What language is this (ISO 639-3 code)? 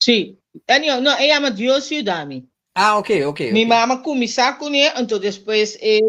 pap